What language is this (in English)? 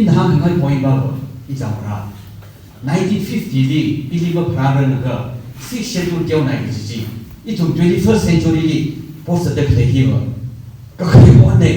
Tangkhul Naga (India)